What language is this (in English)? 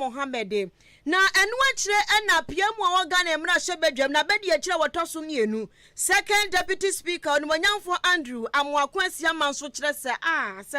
Akan